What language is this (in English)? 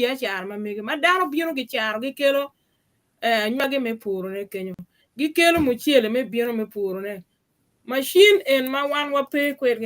Acoli